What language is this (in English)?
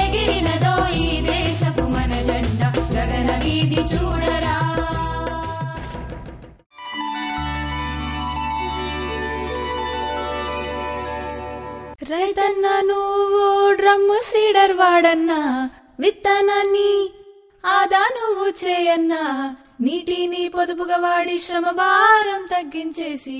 Telugu